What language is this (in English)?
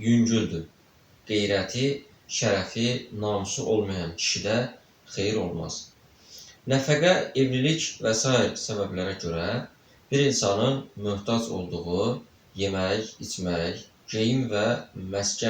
Azerbaijani